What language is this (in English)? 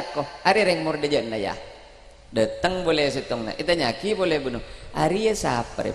Madurese